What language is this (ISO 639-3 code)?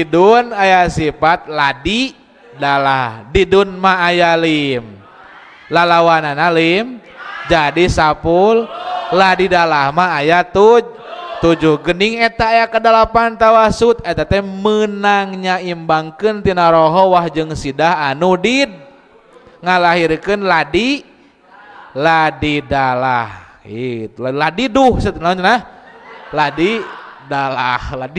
sun